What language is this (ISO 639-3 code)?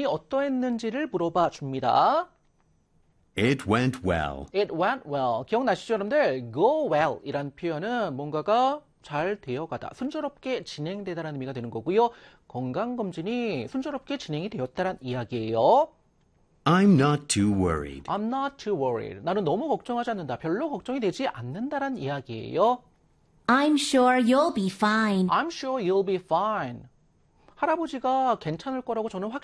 kor